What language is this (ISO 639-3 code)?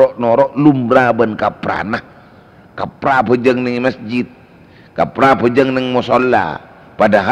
mad